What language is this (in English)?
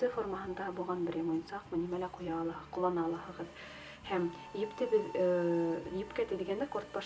Bashkir